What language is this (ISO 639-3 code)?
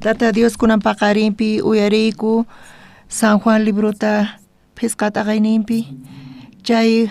quh